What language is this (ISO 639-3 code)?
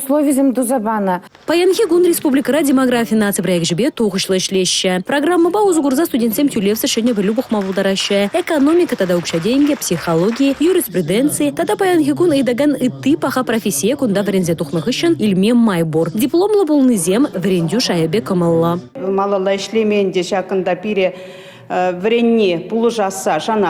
chv